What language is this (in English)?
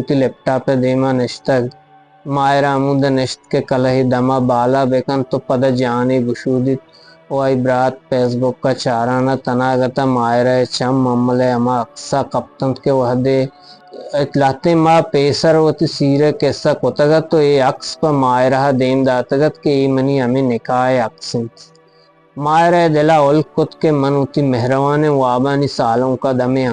Eastern Balochi